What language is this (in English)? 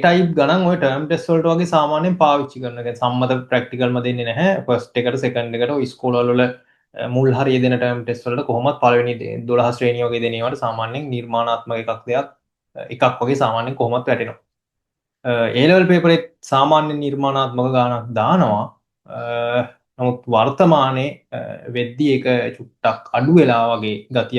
Sinhala